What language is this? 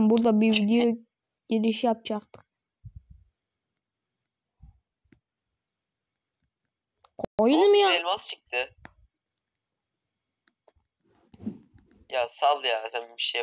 Turkish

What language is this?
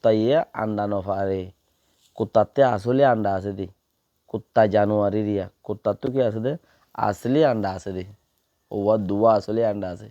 Rohingya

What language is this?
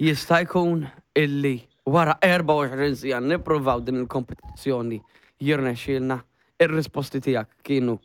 Maltese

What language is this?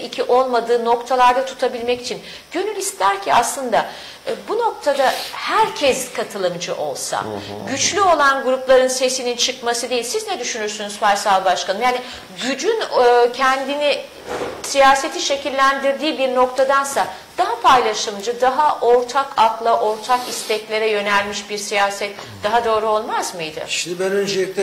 Turkish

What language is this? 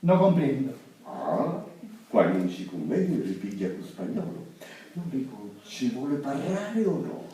Sicilian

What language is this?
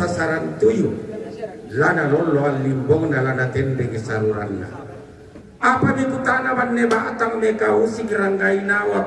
Toraja-Sa'dan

